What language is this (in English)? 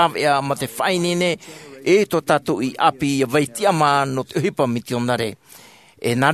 Tahitian